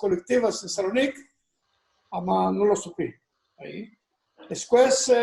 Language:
Ladino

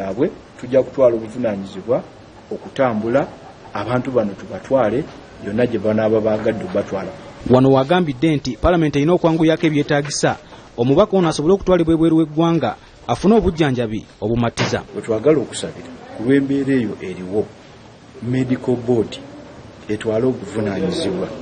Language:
Ganda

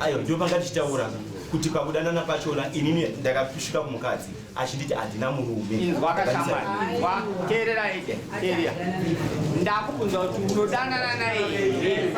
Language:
Shona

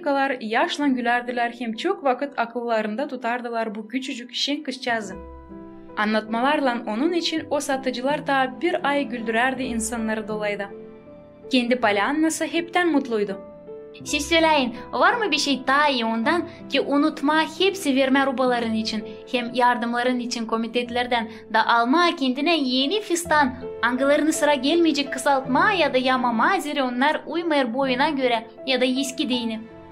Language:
Gagauz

